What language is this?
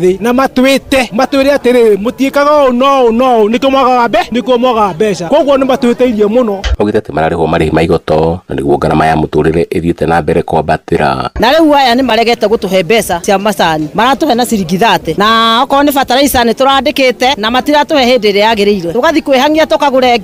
Kikuyu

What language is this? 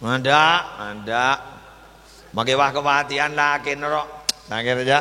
Madurese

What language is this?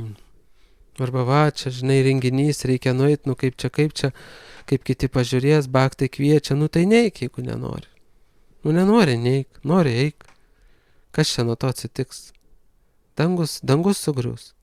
Lithuanian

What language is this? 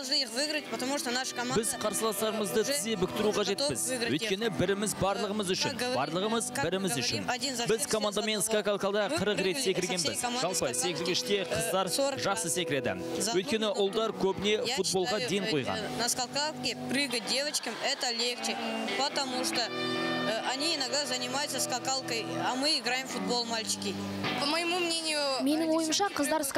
Kazakh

